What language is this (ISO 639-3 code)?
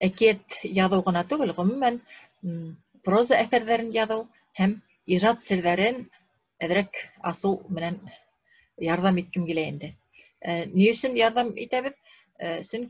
bak